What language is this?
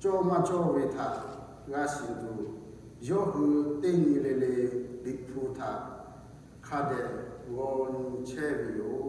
Lahu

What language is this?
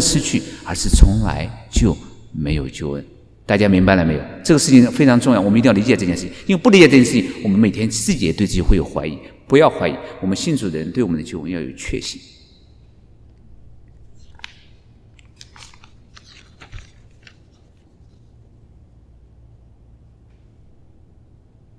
Chinese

